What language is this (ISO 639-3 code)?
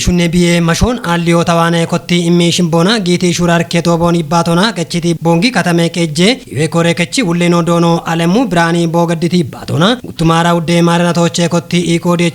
kbr